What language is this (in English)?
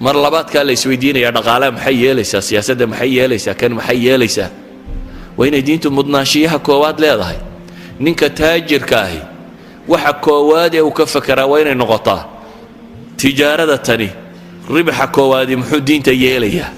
Somali